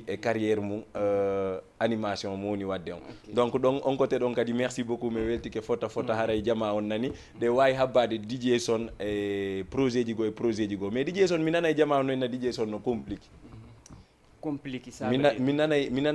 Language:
Fula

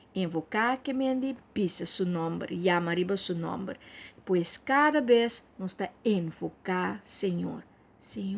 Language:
Papiamento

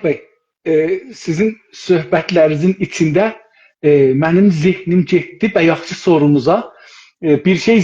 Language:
South Azerbaijani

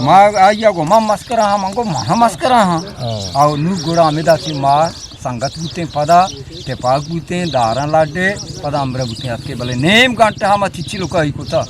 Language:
Eastern Balochi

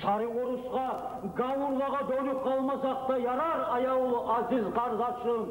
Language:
Kumyk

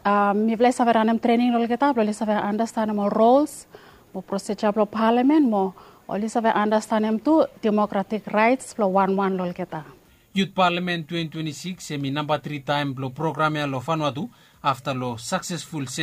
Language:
Bislama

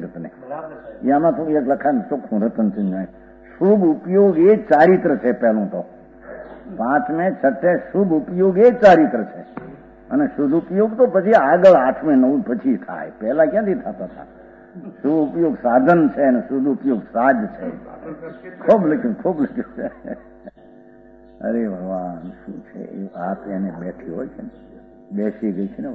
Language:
Gujarati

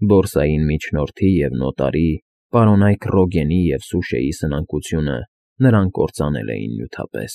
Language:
Armenian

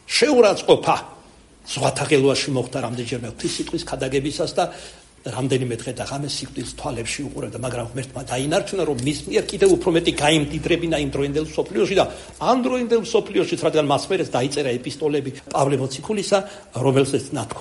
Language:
Georgian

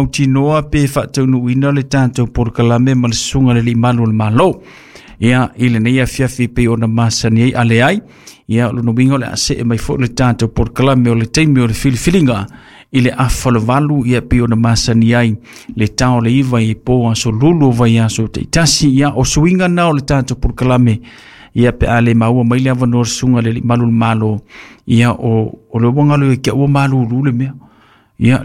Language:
Samoan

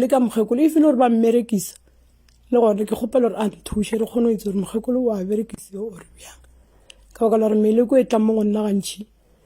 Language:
Northern Sotho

